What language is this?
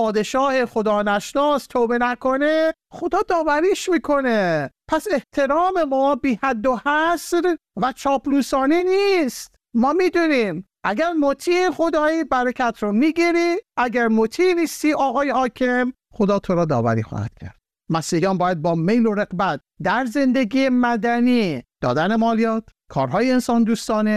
Persian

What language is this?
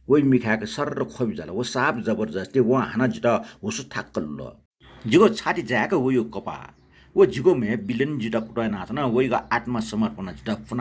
Newari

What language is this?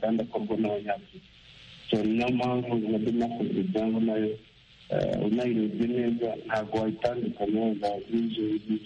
Kinyarwanda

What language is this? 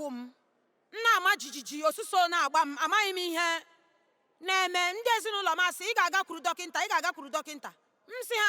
Igbo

